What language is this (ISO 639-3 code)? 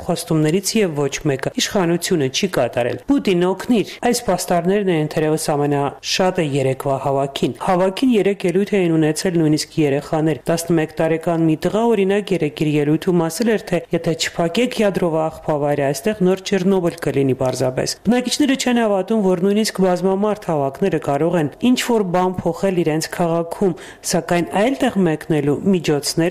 hye